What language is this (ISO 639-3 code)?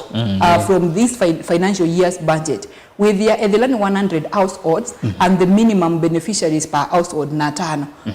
kam